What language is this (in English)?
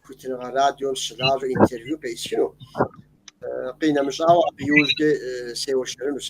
Kabardian